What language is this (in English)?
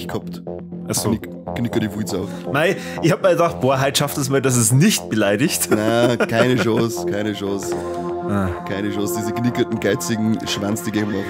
Bavarian